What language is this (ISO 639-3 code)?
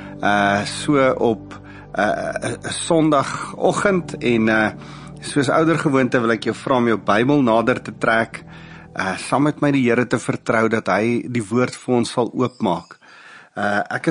afr